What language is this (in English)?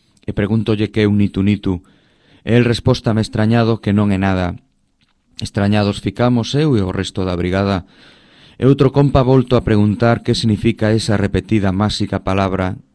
Galician